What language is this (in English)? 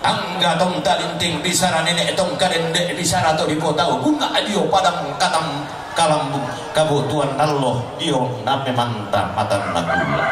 Toraja-Sa'dan